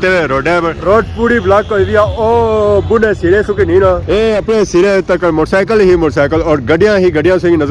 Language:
Pahari-Potwari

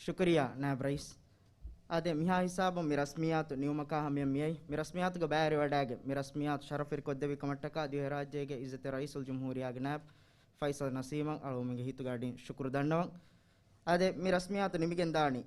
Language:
Divehi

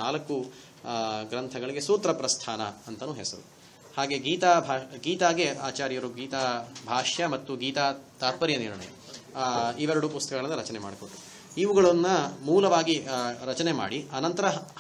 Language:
Kannada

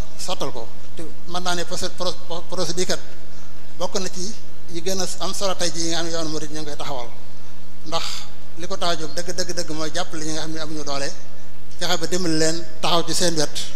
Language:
Wolof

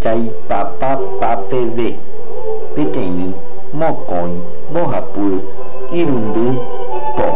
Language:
Guarani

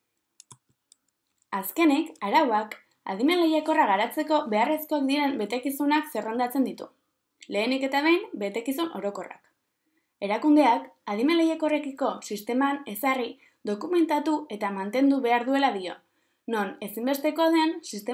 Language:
Basque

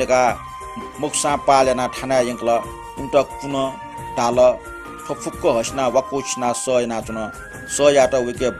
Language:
Newari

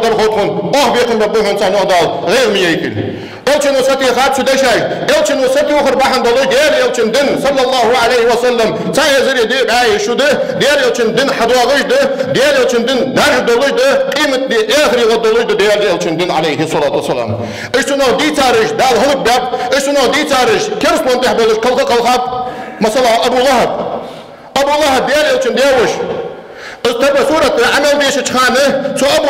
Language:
Ingush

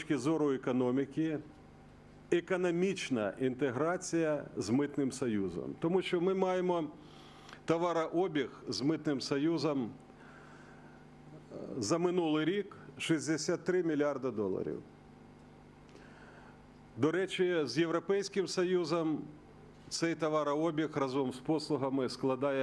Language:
Ukrainian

